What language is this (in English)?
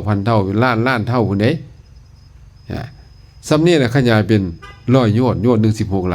Lao